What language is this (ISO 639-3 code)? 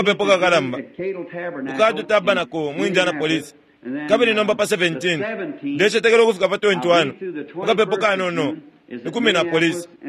bem